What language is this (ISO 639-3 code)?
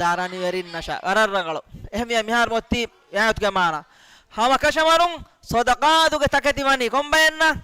div